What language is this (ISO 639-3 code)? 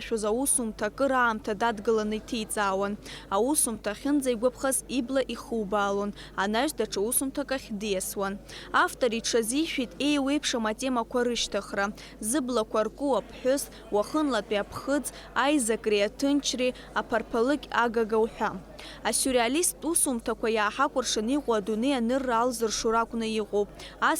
abk